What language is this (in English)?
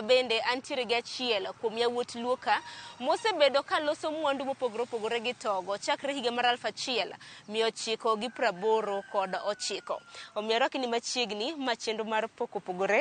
Luo (Kenya and Tanzania)